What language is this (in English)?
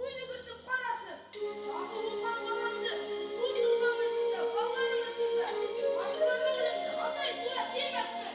Bashkir